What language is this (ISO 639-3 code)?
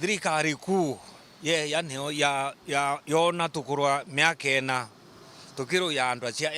mer